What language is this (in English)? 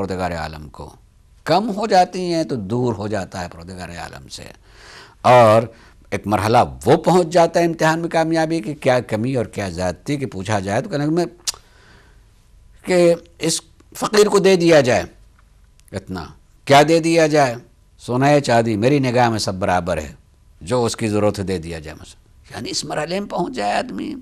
Urdu